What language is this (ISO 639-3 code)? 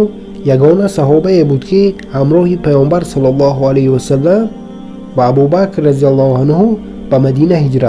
tgk